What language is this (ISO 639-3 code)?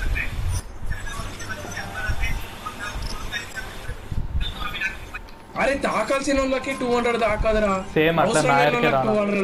tel